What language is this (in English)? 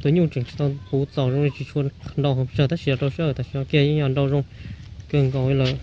Hmong